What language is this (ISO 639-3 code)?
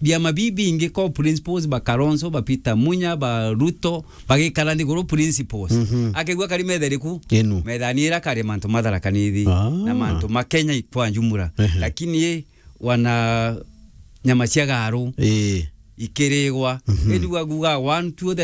mer